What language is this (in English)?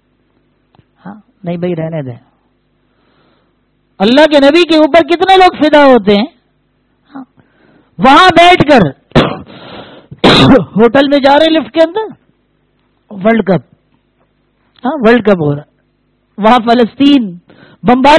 Urdu